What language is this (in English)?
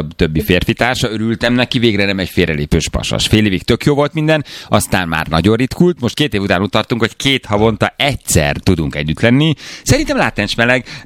Hungarian